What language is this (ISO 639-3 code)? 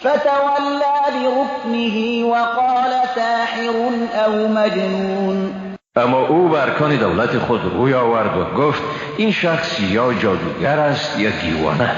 fas